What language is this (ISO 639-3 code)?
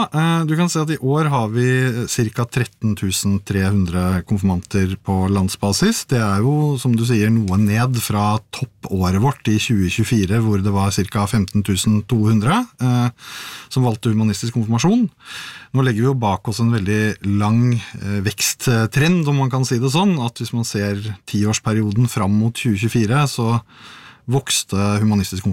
nor